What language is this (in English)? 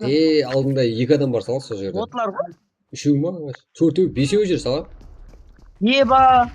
Kara-Kalpak